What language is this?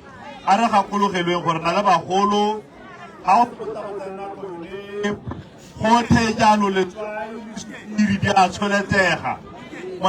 Tswana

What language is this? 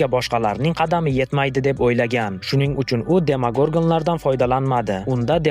Uzbek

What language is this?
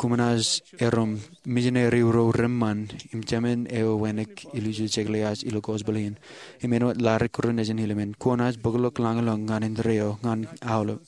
Marshallese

